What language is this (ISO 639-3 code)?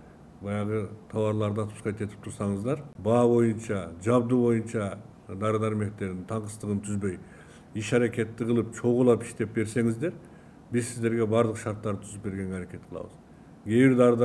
kir